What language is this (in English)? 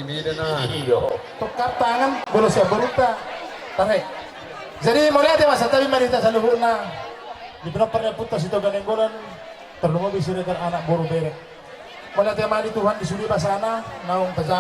Batak Toba